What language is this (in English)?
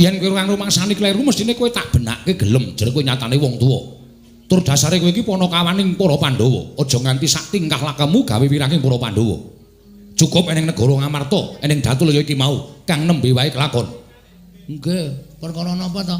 Javanese